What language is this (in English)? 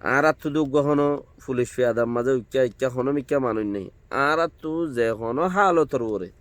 Rohingya